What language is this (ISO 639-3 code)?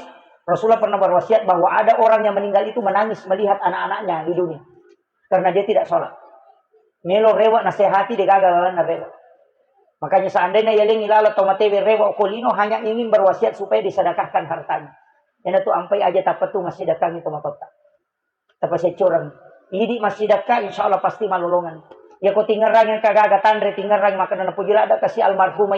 bug